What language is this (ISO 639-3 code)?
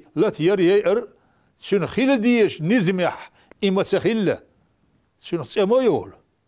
che